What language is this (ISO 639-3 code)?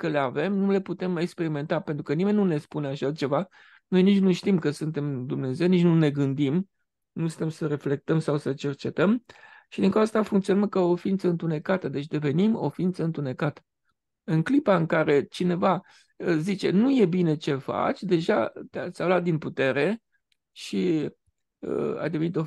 ron